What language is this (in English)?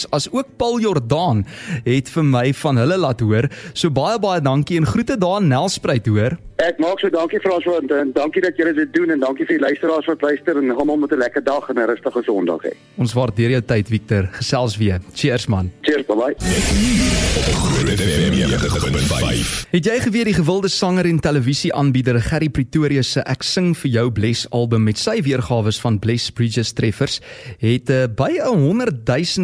Afrikaans